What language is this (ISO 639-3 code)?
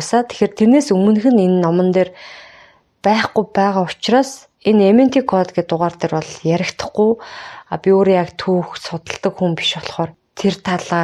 mon